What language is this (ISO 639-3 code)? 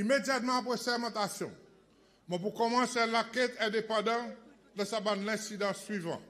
crs